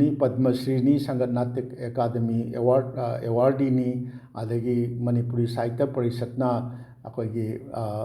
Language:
Manipuri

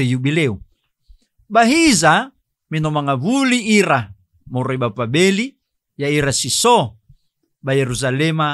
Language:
Nias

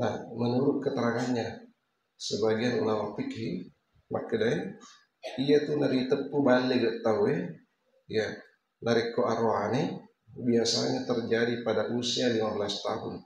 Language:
Buginese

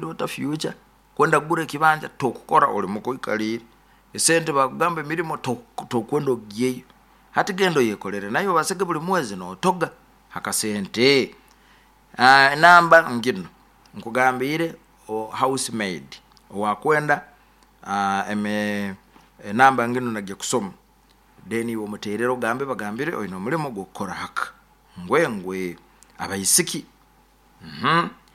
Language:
Nyoro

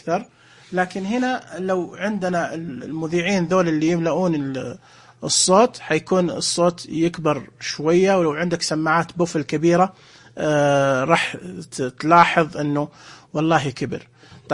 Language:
Najdi Arabic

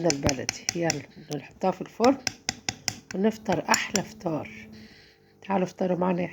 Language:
Egyptian Arabic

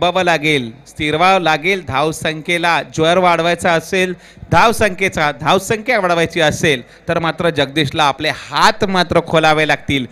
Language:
Marathi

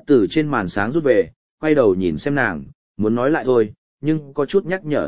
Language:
Vietnamese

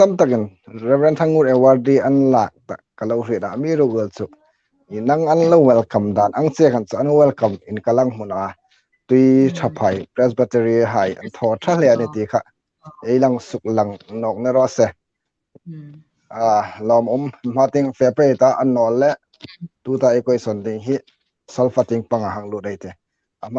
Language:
Hmar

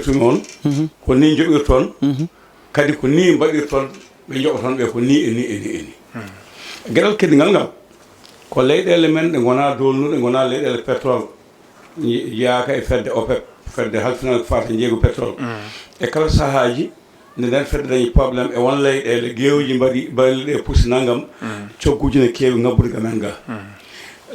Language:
Fula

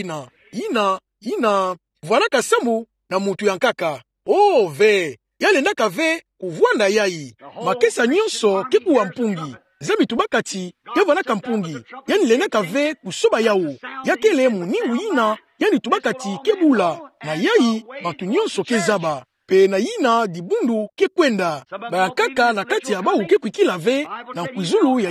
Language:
Kituba (Democratic Republic of Congo)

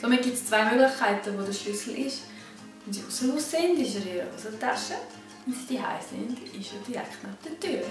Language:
Swiss German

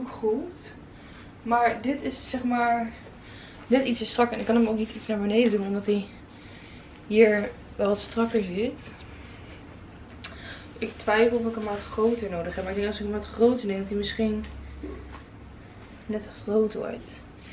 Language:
Dutch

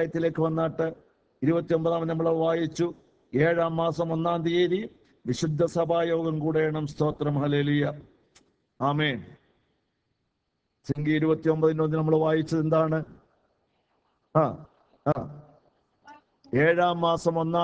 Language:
Malayalam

